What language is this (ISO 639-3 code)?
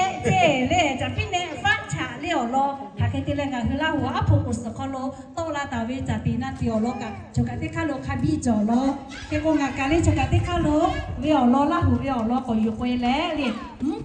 lhu